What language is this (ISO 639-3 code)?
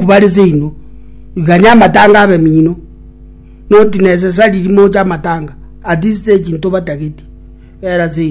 guz